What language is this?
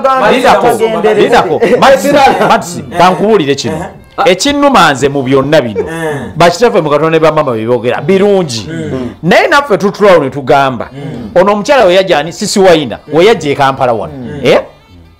Ganda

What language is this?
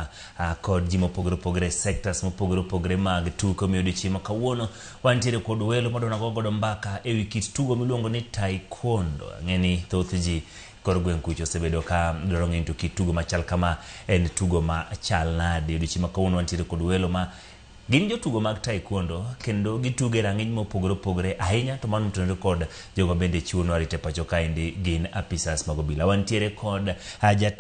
Luo (Kenya and Tanzania)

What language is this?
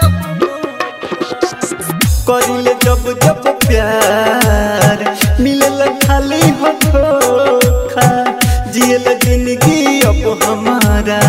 Bhojpuri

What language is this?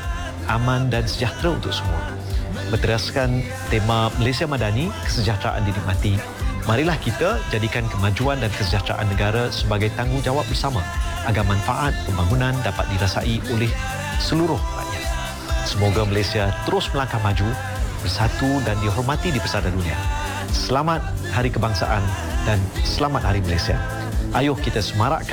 Malay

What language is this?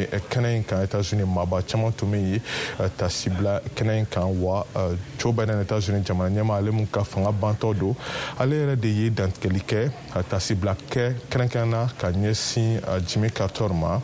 Bambara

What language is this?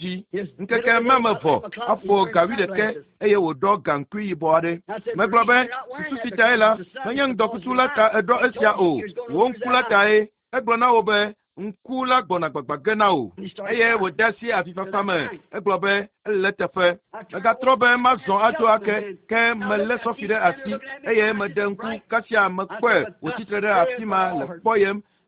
Ewe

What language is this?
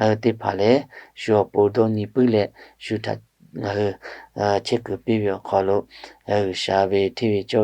Lahu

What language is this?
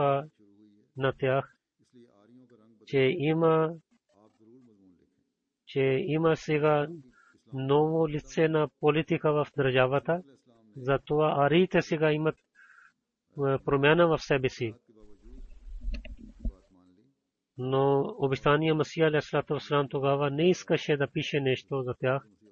Bulgarian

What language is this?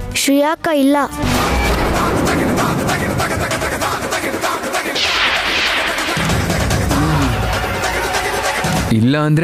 Kannada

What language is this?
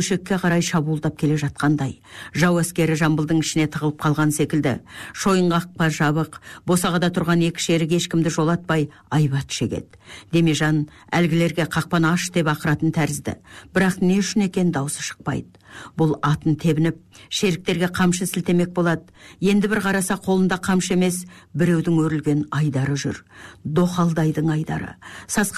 Kazakh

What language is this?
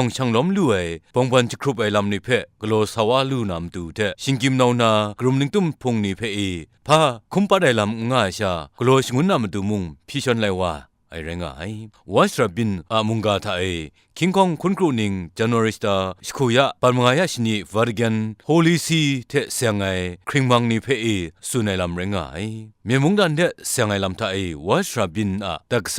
Kachin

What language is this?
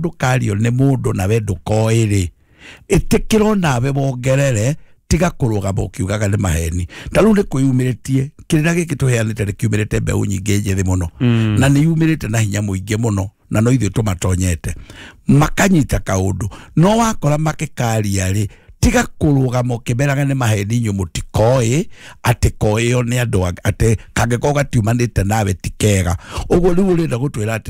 Kikuyu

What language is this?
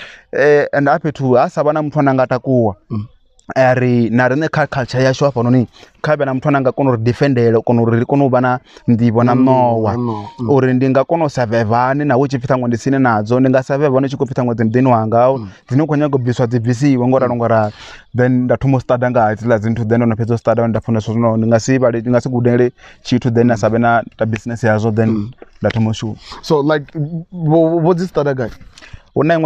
Venda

